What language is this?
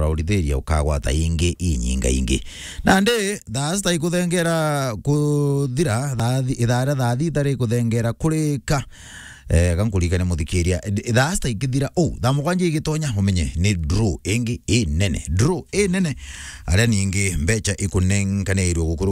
Meru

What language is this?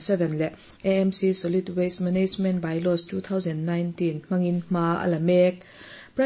Mizo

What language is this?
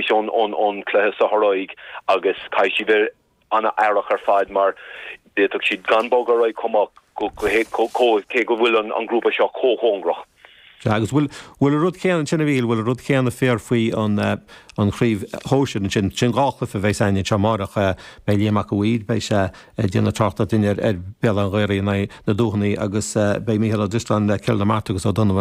Irish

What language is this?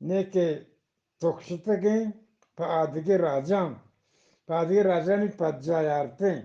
Eastern Balochi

